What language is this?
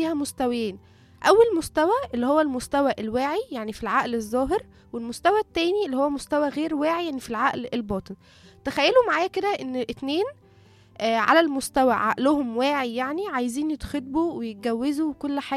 Egyptian Arabic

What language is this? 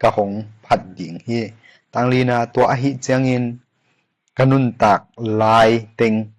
Tedim Chin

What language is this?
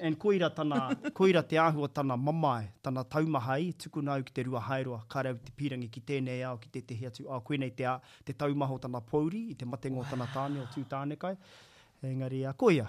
Māori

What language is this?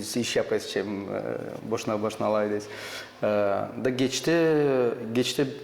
Gagauz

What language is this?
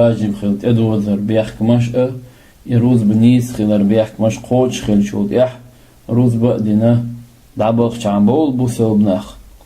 Chechen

